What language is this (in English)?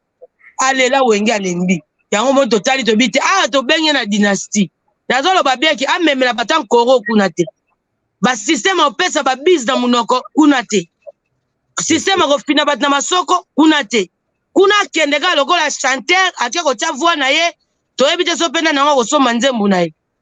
Lingala